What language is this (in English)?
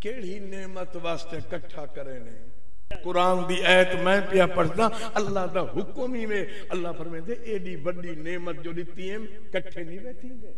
Saraiki